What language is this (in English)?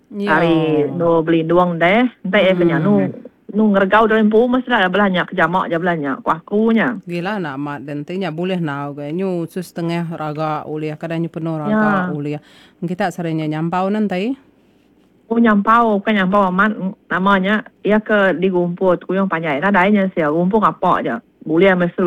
Iban